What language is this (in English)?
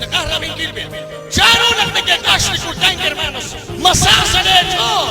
Kekchí